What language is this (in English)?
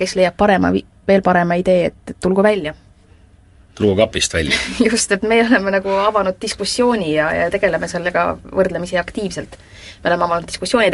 Estonian